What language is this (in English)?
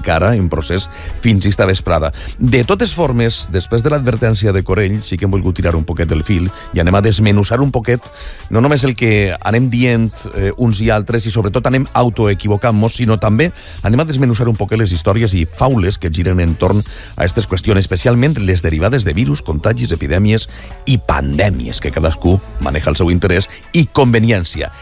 Catalan